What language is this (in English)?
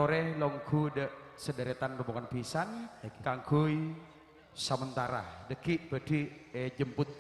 Madurese